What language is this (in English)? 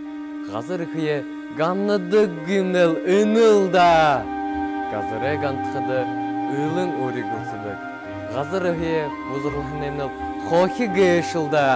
Buriat